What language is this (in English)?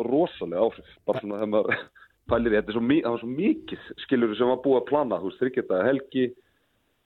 Icelandic